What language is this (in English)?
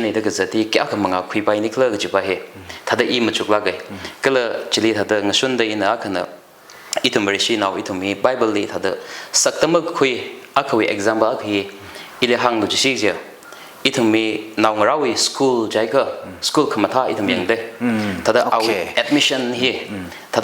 Tangkhul Naga (India)